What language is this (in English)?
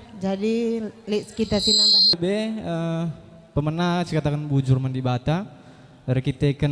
Batak Karo